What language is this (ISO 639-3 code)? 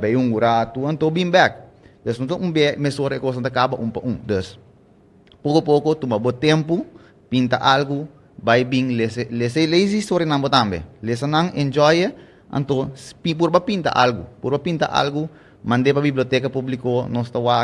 pap